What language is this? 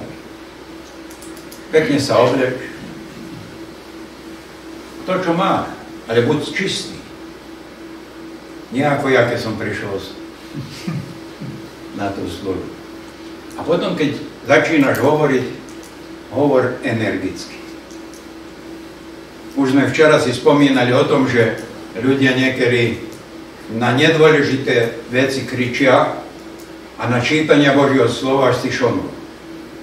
Slovak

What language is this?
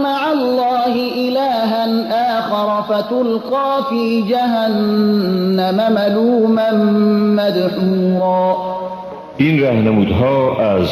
Persian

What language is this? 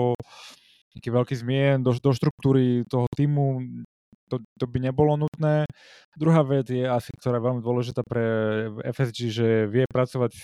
Slovak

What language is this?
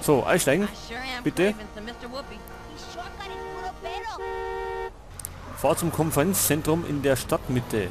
Bavarian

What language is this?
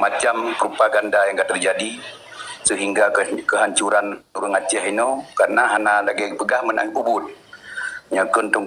Achinese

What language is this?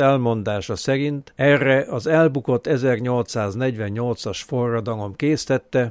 Hungarian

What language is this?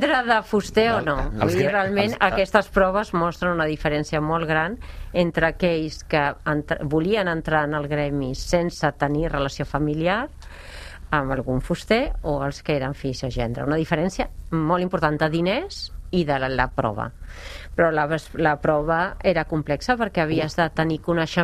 Catalan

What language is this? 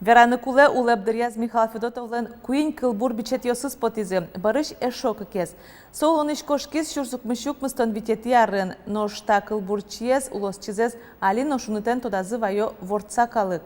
Udmurt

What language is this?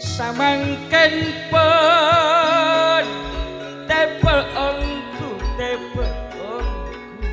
Madurese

